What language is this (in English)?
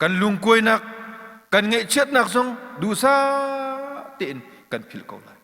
Hakha Chin